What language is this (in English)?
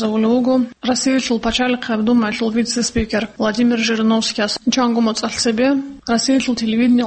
Avaric